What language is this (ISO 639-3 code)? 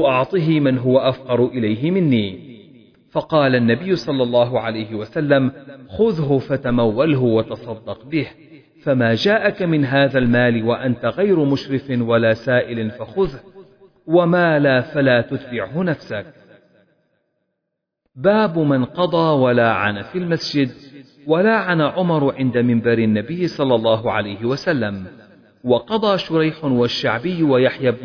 ara